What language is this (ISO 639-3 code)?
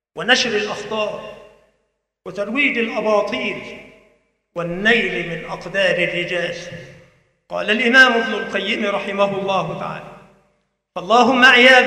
ara